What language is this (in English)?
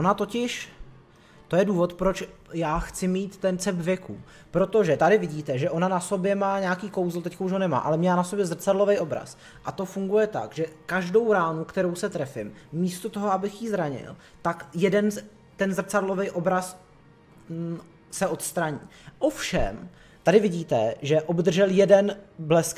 Czech